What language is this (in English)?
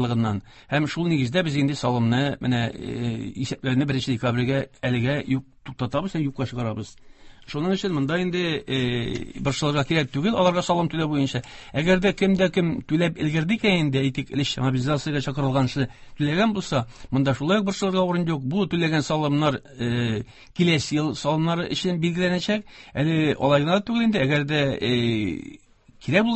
Tatar